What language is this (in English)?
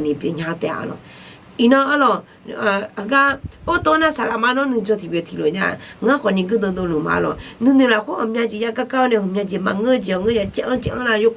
Akha